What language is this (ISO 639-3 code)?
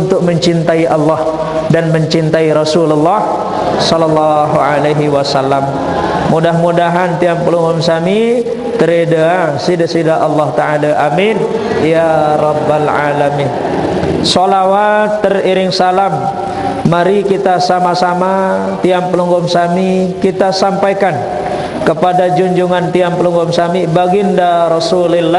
sas